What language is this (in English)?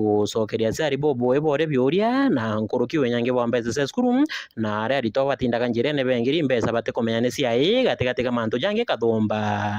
Meru